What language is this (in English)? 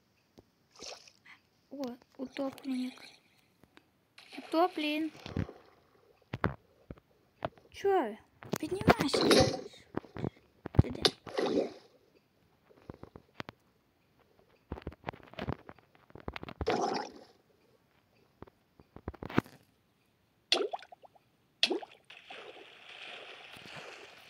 Ukrainian